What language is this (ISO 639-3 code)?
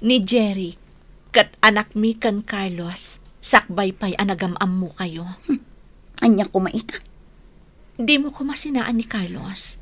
ilo